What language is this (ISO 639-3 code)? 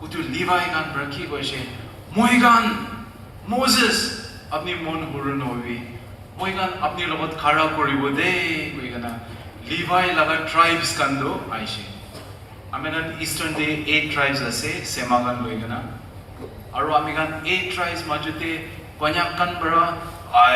nag